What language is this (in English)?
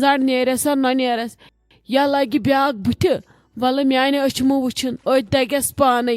Kashmiri